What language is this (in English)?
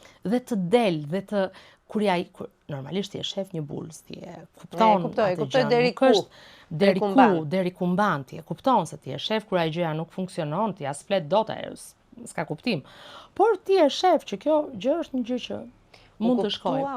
Albanian